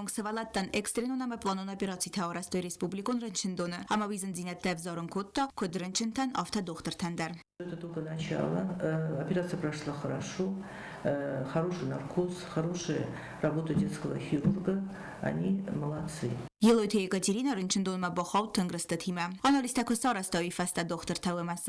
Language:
Ossetic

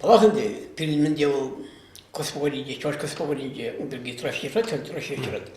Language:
Chuvash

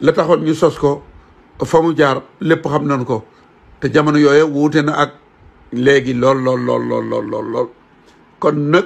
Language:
Wolof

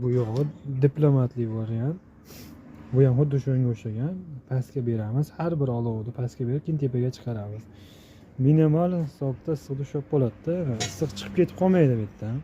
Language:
Uzbek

